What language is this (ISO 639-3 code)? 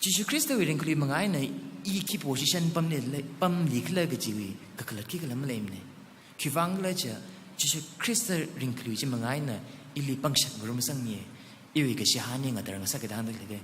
nmf